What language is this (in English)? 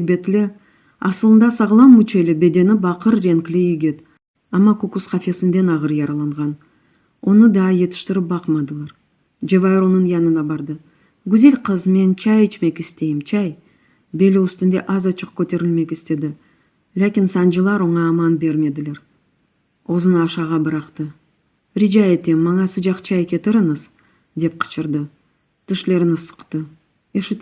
Crimean Tatar